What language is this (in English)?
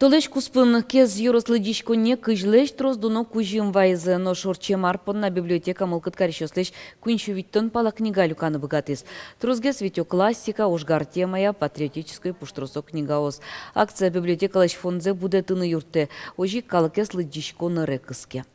Udmurt